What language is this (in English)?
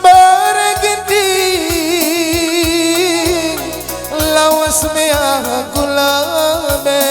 Batak Karo